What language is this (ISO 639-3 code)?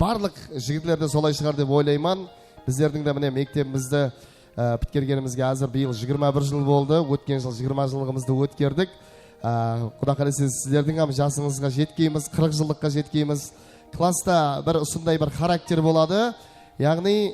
kaa